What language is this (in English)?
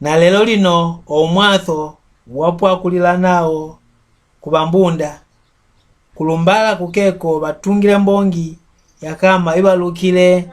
Mbunda